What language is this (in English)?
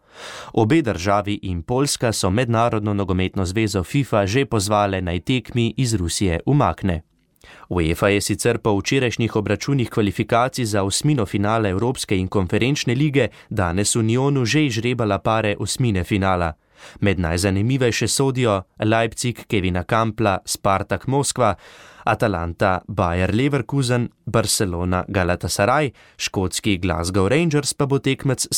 Slovenian